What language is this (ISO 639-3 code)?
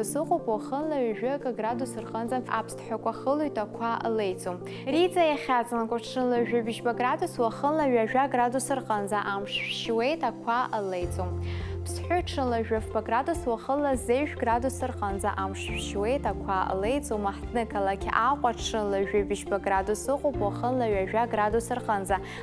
abk